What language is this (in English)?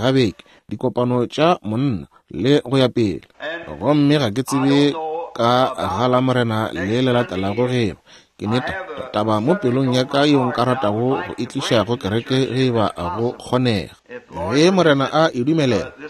Northern Sotho